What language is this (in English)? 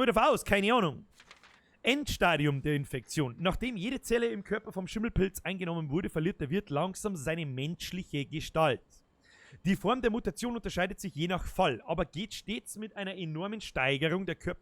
Bavarian